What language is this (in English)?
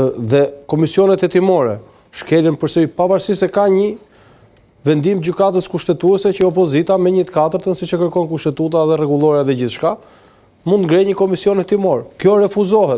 Albanian